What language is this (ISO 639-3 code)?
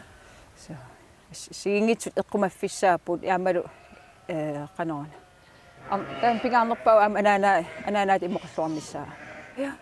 kal